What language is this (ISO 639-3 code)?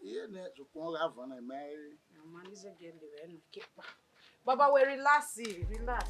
bin